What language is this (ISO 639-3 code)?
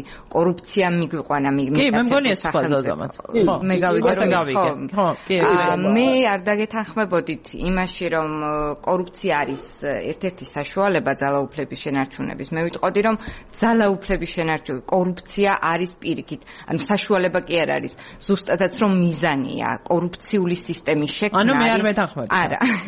kat